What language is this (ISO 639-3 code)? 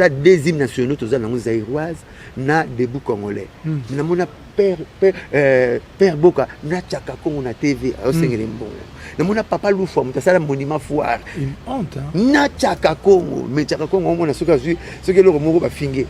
lin